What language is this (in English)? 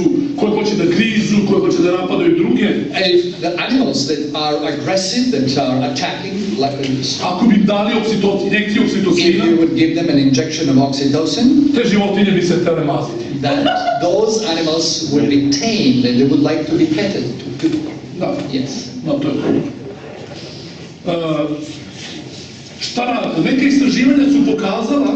Serbian